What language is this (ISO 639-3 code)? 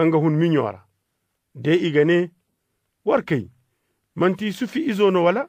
dje